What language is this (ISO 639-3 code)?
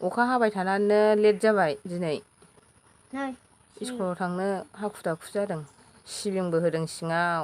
brx